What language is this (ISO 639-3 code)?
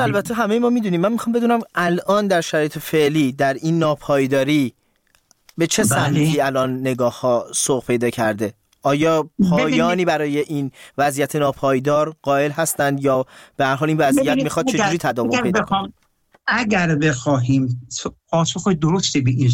fas